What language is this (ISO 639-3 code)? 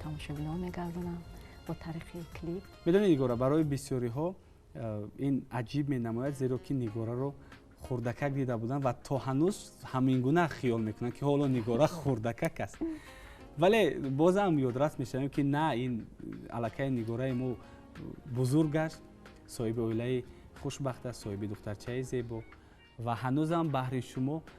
tgk